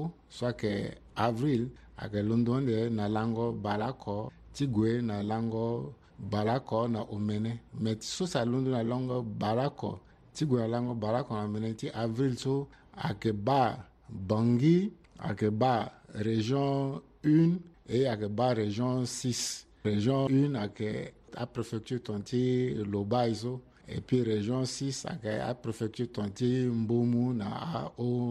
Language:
Sango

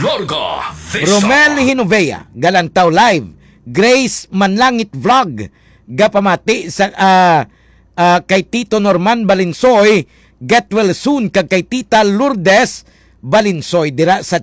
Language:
Hiligaynon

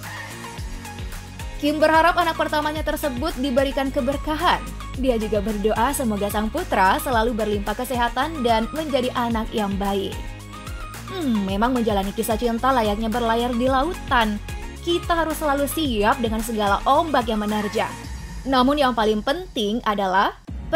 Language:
Indonesian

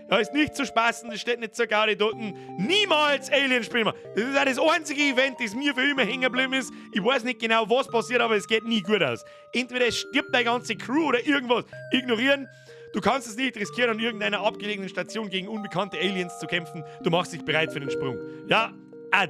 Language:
Bavarian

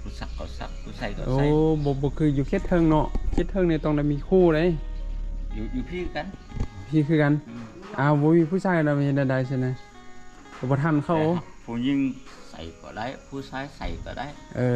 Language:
Lao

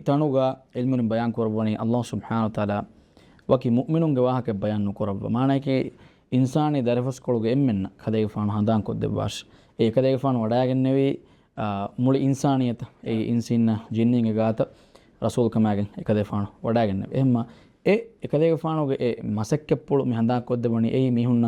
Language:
Divehi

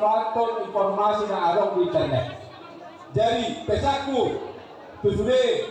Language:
Batak Toba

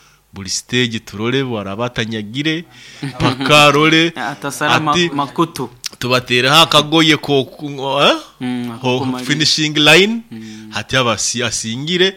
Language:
Nyoro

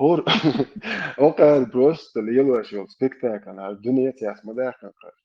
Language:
Chechen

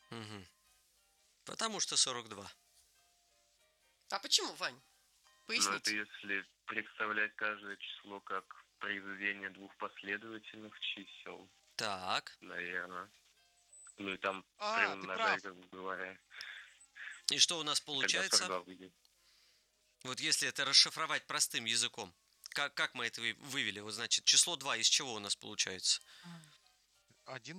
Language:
Russian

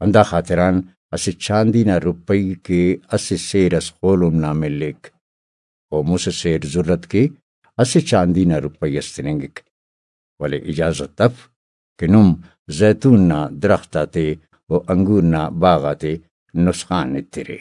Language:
Brahui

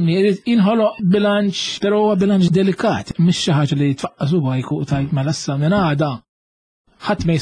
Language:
Maltese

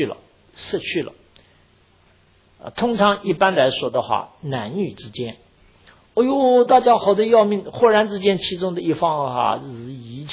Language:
Chinese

